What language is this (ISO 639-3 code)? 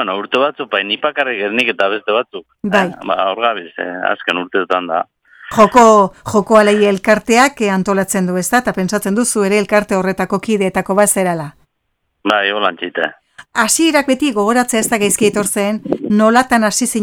eus